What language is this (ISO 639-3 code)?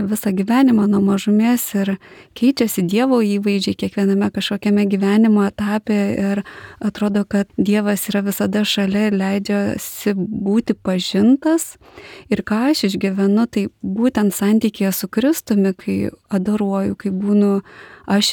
lit